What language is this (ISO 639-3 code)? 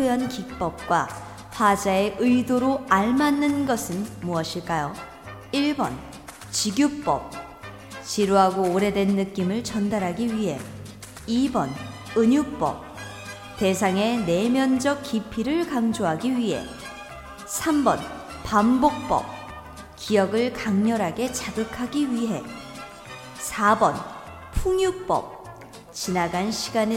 kor